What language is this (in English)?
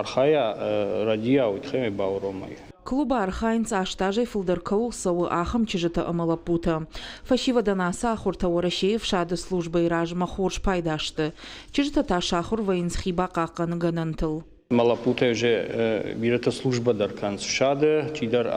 Ossetic